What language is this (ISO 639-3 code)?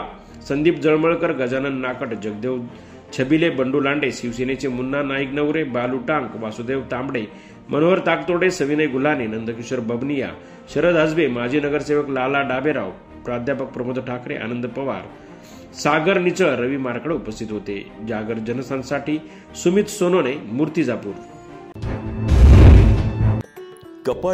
mar